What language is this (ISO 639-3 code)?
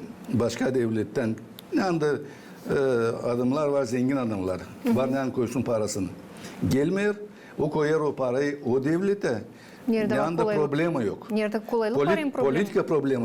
gag